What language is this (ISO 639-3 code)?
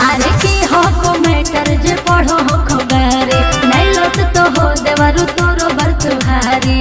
mag